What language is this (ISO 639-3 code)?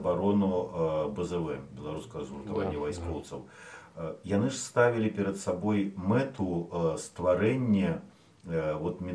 bel